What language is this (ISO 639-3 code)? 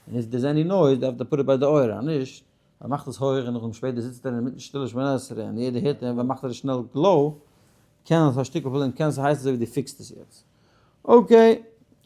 yid